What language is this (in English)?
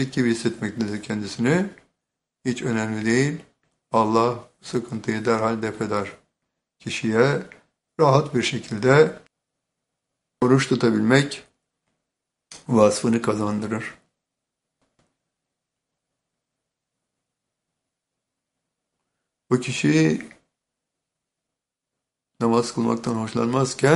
Turkish